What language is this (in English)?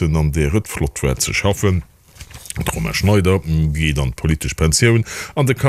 Luxembourgish